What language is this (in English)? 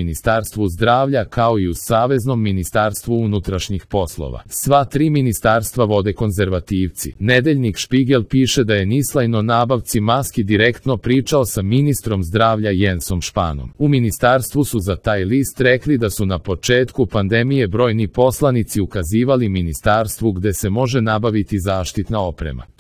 Serbian